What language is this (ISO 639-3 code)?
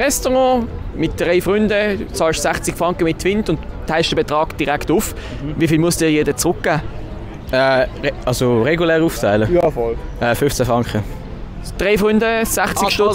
gsw